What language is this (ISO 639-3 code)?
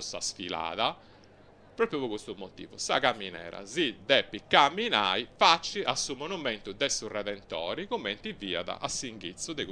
srd